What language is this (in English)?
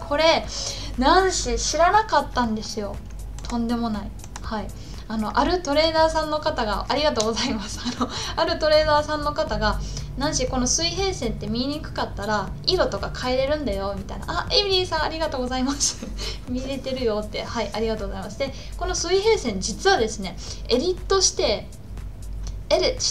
Japanese